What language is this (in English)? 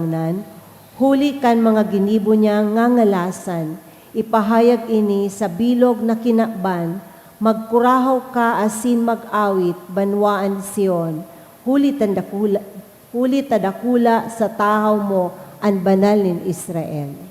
Bikol